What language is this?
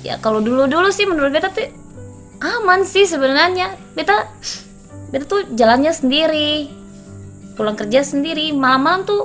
Ambonese Malay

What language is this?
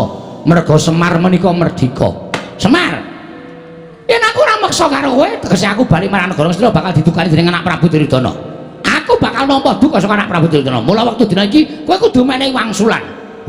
Javanese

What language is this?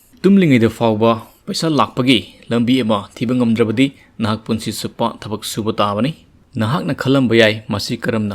Manipuri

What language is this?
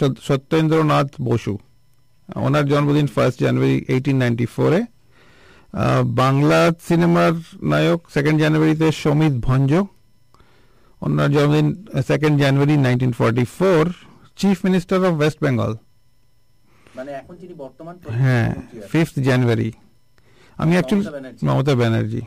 Bangla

